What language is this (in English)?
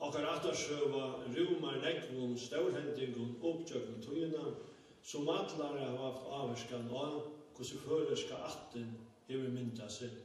Faroese